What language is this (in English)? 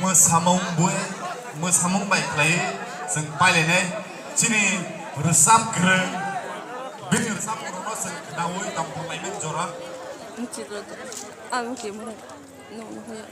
Kok Borok